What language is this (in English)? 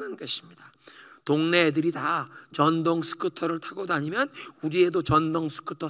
Korean